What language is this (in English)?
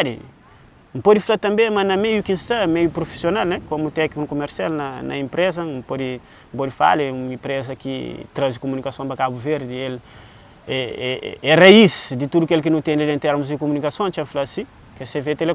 Kabuverdianu